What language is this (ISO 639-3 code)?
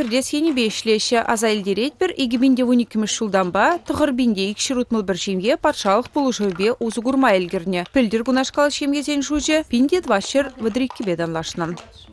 chv